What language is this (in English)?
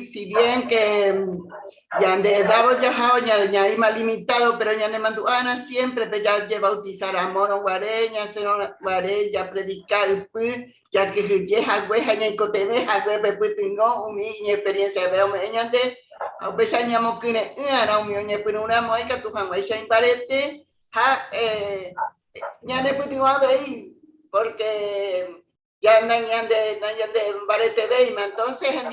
Guarani